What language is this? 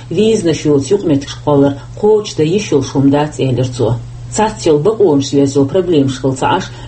Chechen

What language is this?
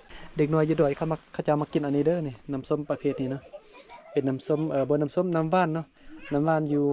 Lao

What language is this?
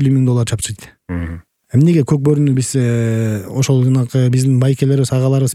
Kyrgyz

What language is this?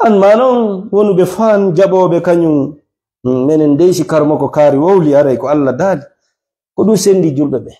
Fula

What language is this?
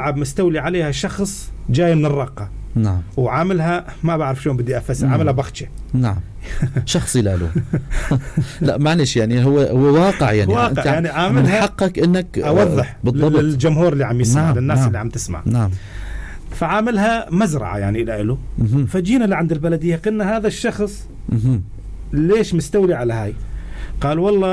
North Levantine Arabic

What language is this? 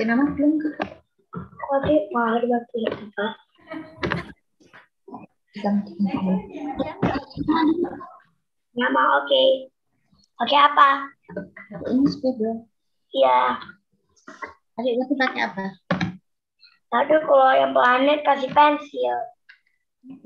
Indonesian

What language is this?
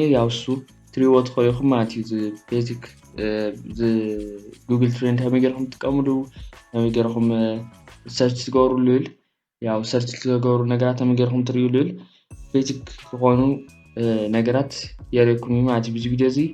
Tigrinya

